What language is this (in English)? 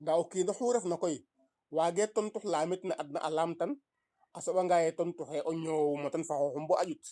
Serer